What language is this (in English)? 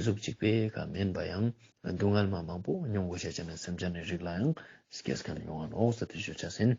Ladakhi